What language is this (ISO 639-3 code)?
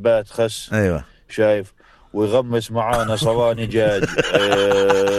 apc